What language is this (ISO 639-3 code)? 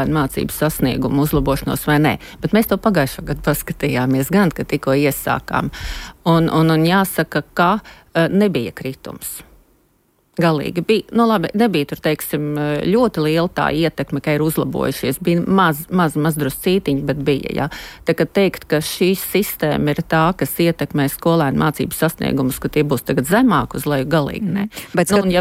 lav